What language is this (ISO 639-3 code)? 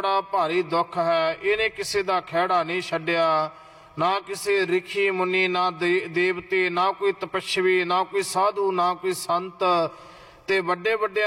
pan